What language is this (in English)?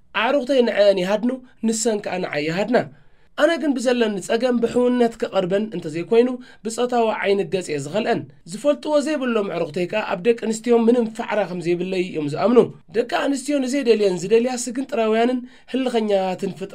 Tigrinya